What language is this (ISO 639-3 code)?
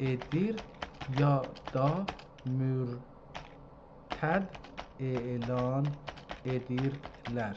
azb